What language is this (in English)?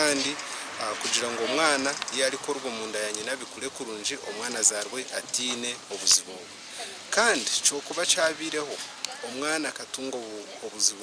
Nyankole